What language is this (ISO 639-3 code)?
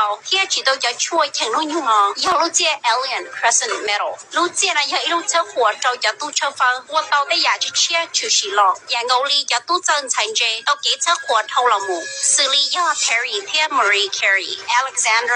hmn